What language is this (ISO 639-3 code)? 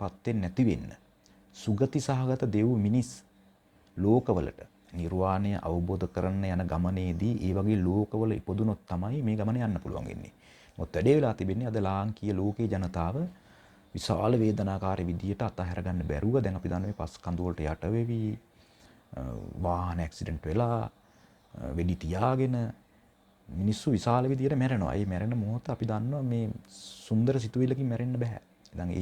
sin